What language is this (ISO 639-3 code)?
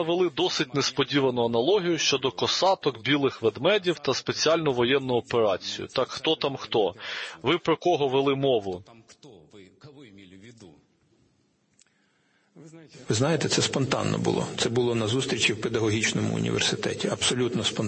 ukr